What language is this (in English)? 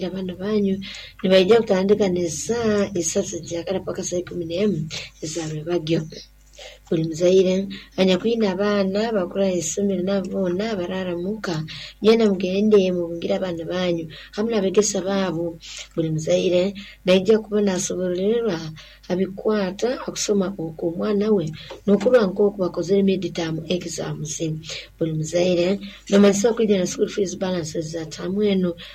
Nyoro